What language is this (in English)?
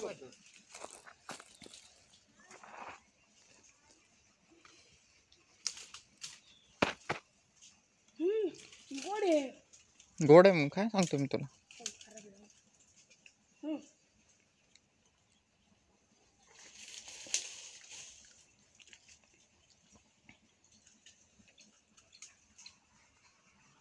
Marathi